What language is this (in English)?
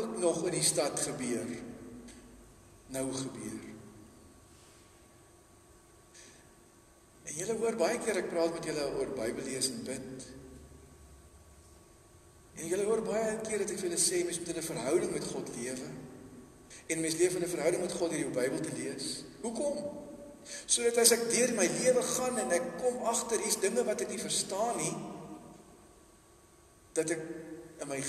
Afrikaans